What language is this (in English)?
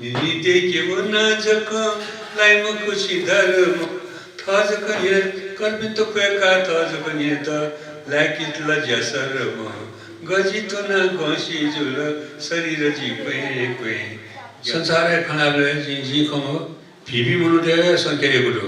Newari